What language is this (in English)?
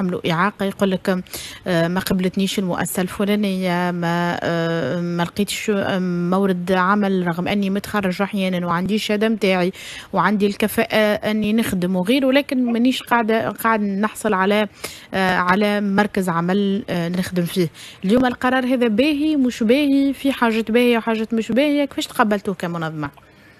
Tunisian Arabic